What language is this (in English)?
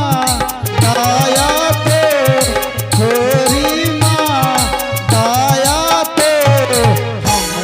Angika